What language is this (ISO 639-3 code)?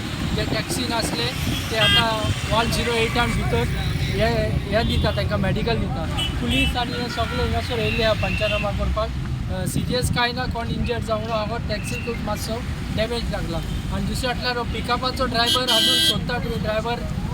kok